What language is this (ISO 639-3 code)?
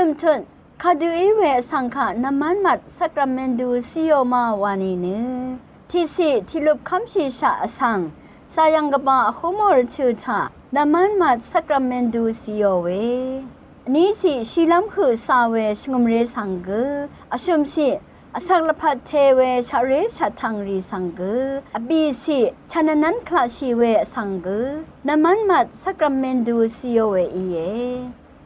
raw